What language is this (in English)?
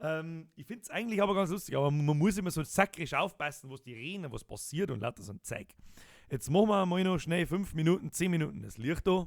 Bavarian